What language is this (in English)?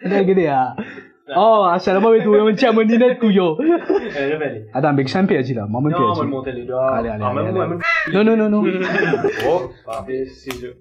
Morisyen